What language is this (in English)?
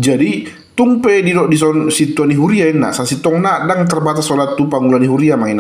Batak Toba